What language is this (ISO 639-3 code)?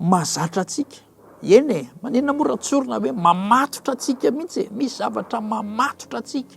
mlg